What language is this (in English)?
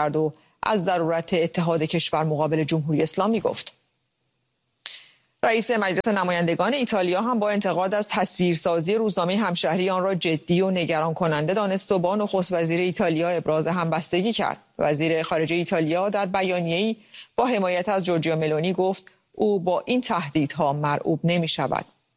Persian